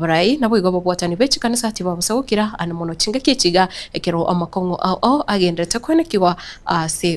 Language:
Gusii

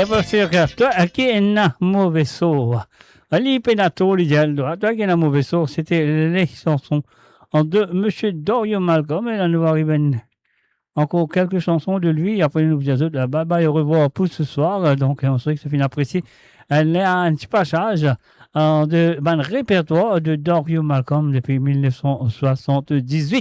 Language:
Morisyen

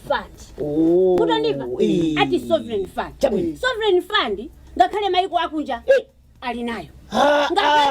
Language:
Nyanja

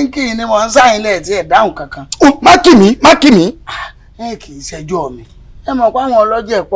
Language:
Yoruba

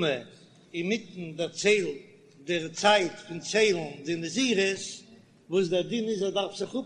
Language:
Yiddish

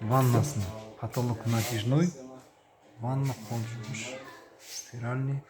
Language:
Kazakh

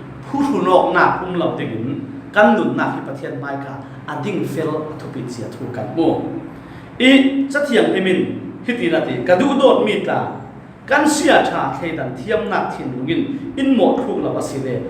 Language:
Falam Chin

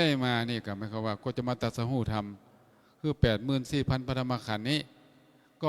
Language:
Lao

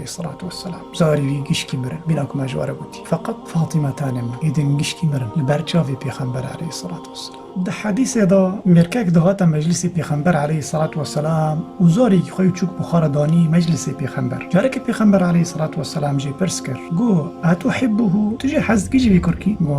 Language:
Kurdish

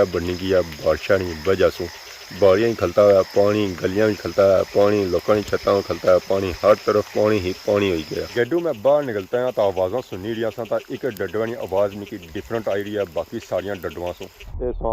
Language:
Pahari-Potwari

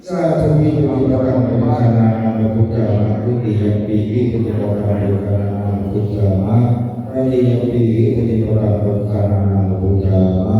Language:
Pali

